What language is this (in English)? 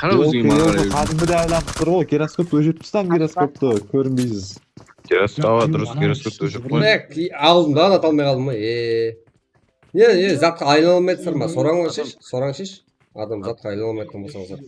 Kara-Kalpak